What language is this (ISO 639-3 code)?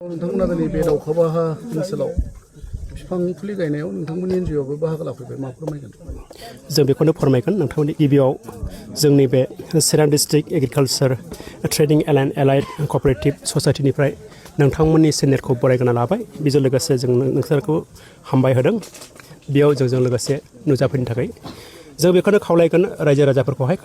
brx